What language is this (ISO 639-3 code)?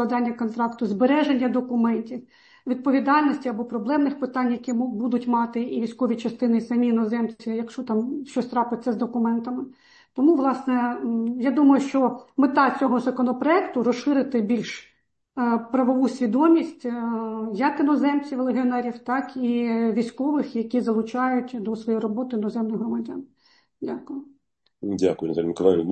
ukr